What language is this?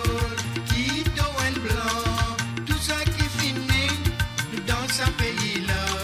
Morisyen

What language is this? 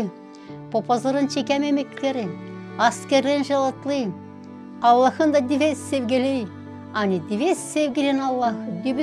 Gagauz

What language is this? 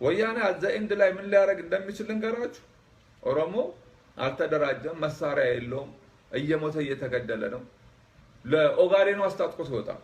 Amharic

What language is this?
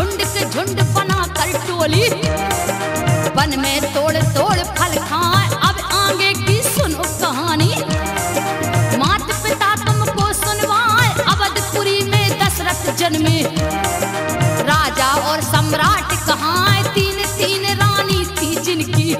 Hindi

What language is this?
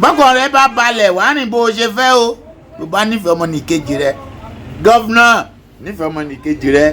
Yoruba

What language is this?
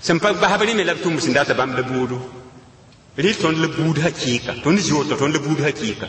Mossi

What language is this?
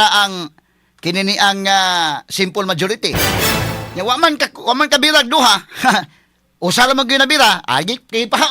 Cebuano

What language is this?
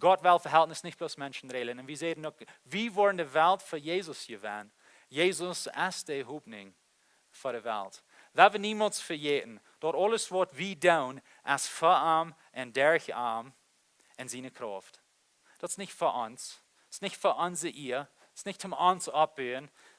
Plautdietsch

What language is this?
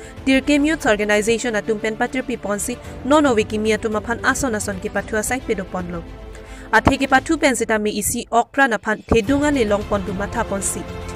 Karbi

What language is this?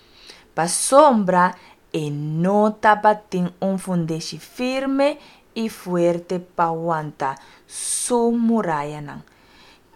Papiamento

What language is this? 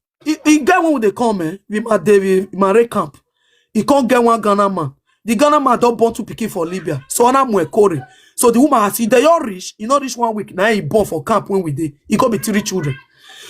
Nigerian Pidgin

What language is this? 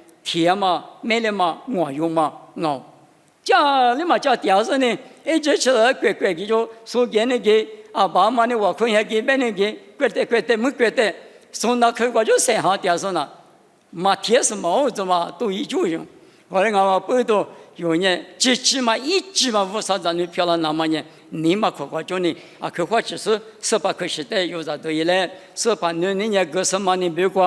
Lisu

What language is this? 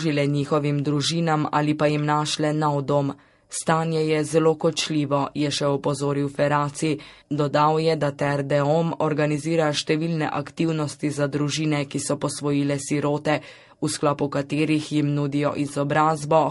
Slovenian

